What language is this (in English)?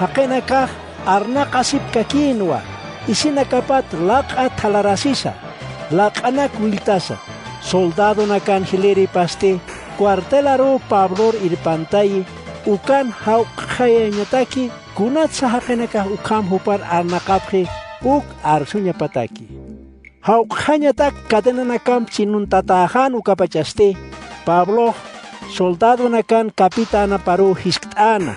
Aymara